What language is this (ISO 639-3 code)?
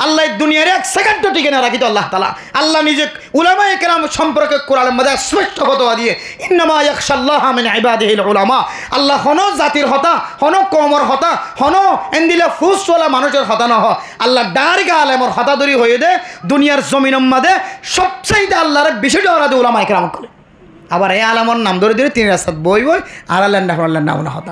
rhg